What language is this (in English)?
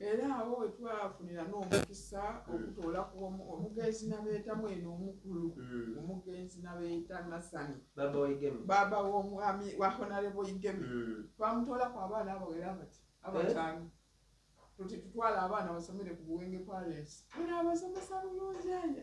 Soga